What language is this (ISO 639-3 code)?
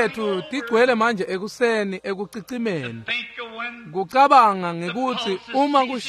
ssw